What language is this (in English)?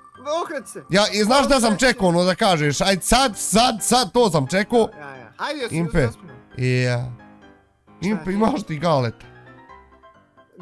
Bosnian